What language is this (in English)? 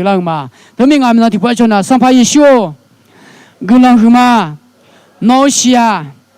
Akha